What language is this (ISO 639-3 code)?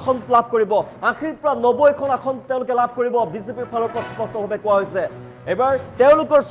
asm